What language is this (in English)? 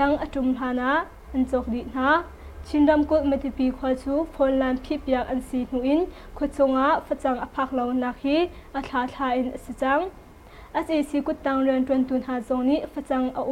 Hakha Chin